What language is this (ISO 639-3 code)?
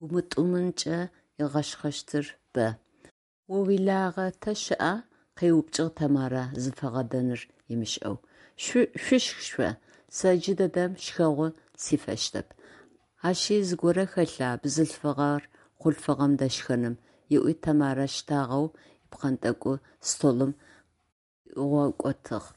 ady